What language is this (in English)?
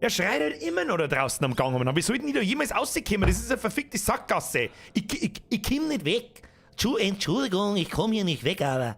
Bavarian